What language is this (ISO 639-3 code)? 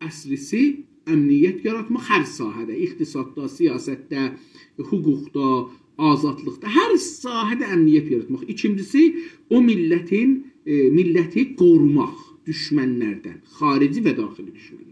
azb